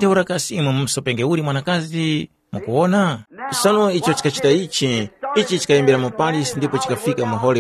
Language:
Tumbuka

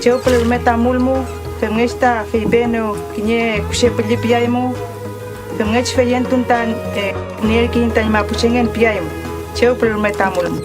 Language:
Mapuche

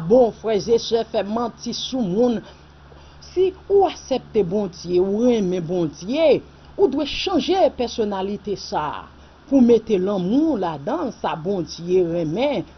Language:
Haitian Creole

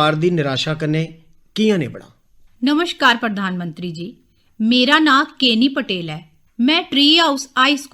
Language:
Dogri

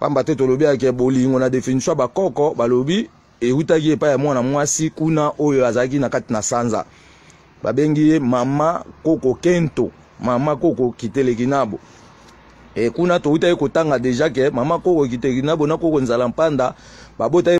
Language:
Lingala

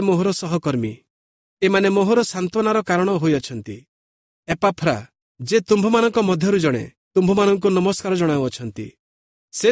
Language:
Odia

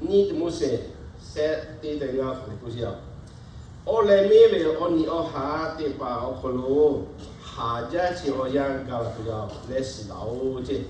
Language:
Lahu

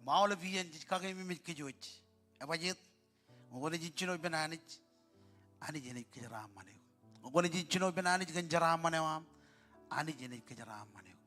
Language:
Marshallese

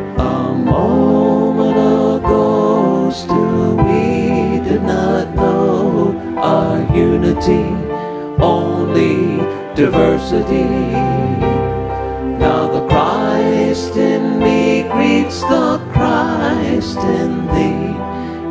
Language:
English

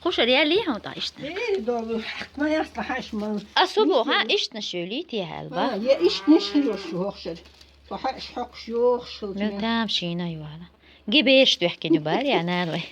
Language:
Chechen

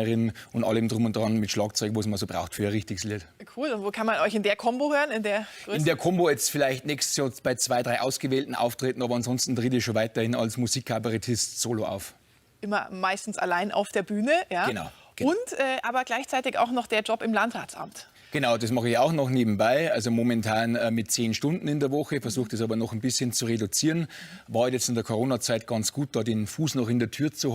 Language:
Bavarian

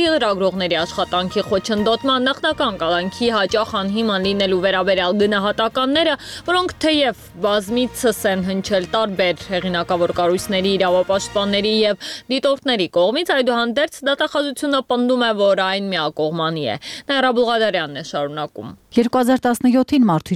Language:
Armenian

